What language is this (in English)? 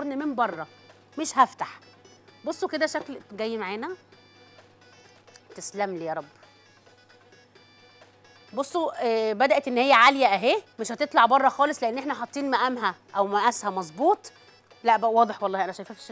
Egyptian Arabic